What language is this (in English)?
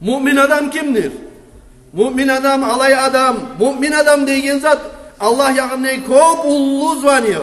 Kumyk